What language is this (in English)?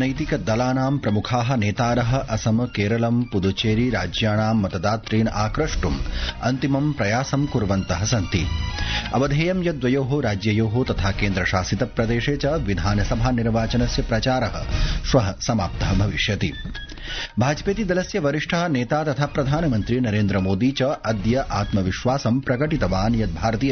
Sanskrit